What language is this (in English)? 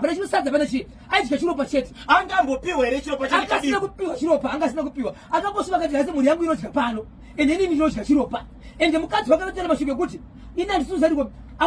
Shona